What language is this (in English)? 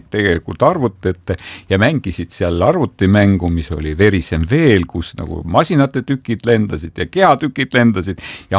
Estonian